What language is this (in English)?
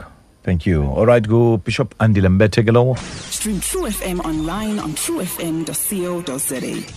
Xhosa